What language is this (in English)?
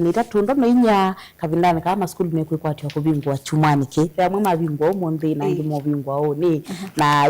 Kamba